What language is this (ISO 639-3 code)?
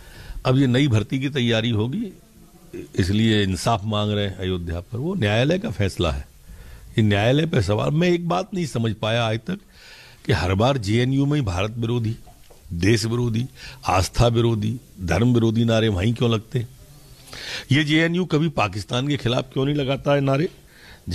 hin